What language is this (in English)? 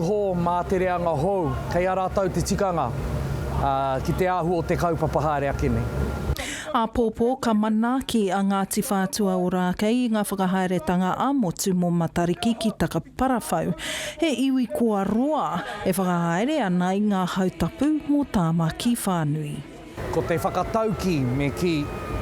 Māori